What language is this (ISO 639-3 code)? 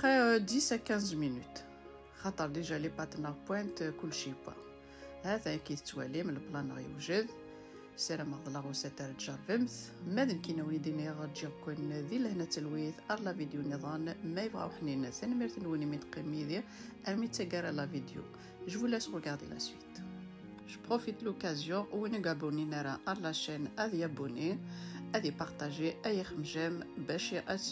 kab